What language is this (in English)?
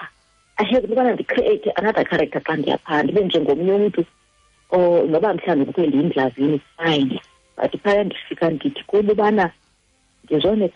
Xhosa